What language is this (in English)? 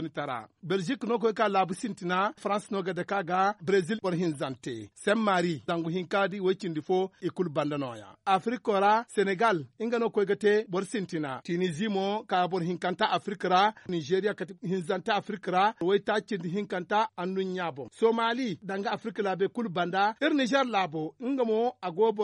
Zarma